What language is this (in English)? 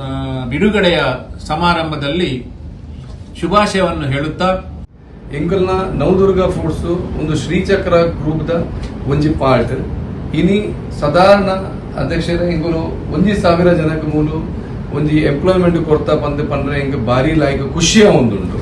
Tulu